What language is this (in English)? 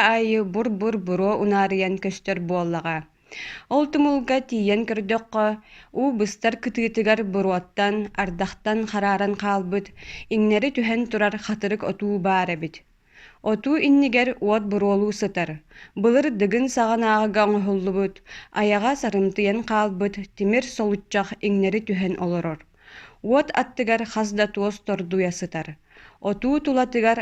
Yakut